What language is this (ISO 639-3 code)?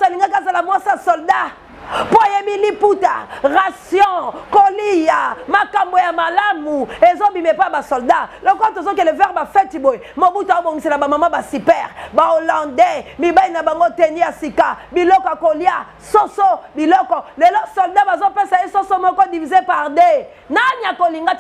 lin